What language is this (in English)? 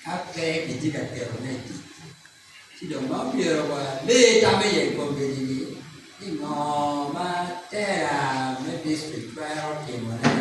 Acoli